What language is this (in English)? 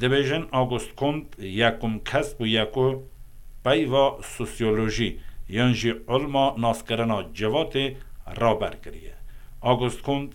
Kurdish